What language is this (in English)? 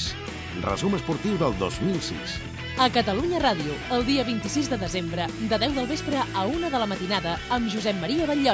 Catalan